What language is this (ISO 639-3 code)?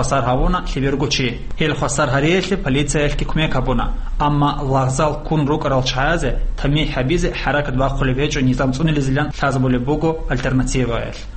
ava